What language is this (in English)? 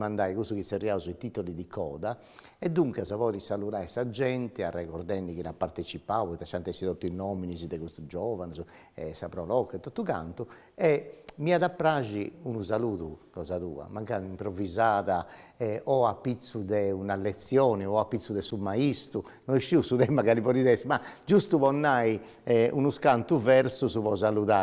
Sardinian